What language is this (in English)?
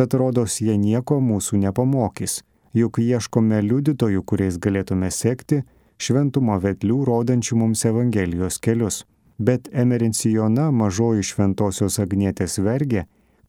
Lithuanian